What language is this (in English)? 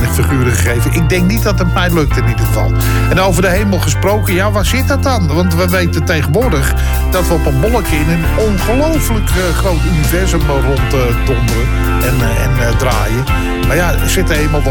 Dutch